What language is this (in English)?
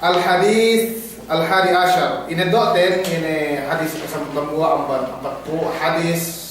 Yakan